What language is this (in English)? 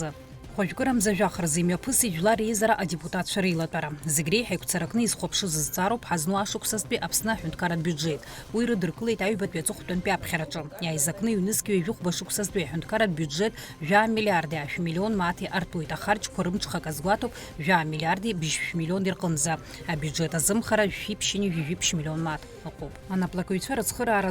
Abkhazian